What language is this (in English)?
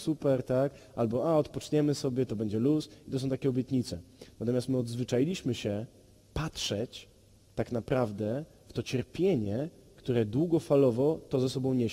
Polish